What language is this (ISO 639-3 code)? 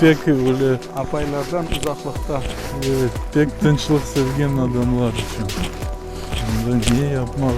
crh